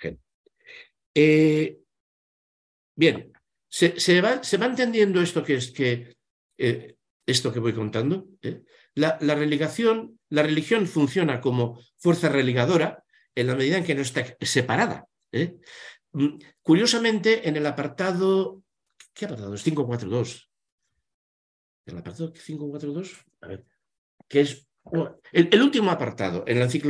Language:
Spanish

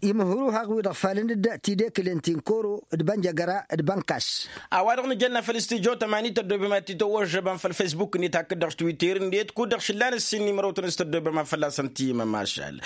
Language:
Tamasheq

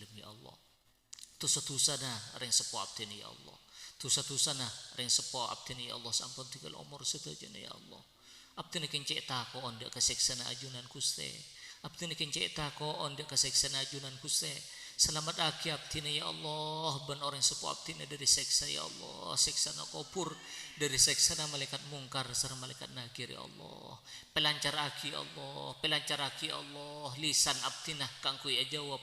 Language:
Madurese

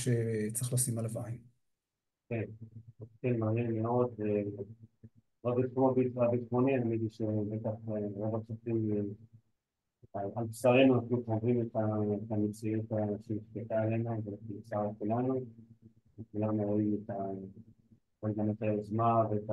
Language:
Hebrew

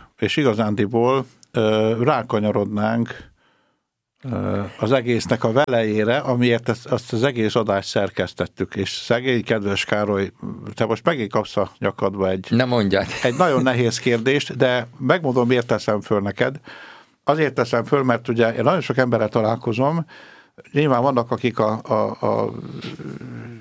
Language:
Hungarian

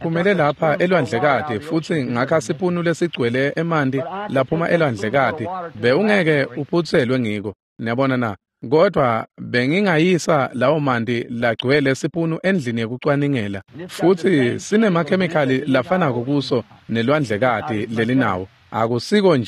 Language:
Swati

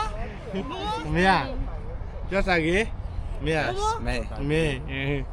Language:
S'gaw Karen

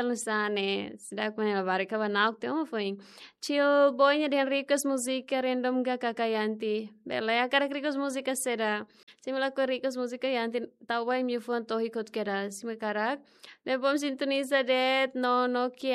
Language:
Tetum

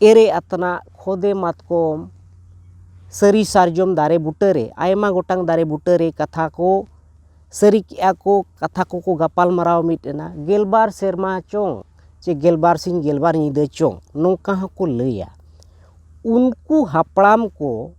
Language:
Santali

